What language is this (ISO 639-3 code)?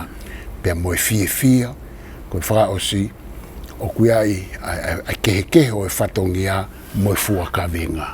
ton